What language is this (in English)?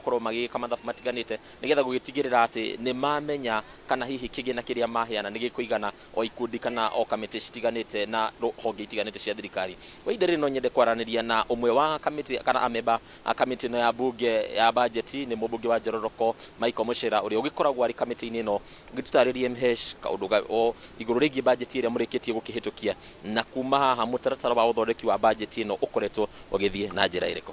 Kikuyu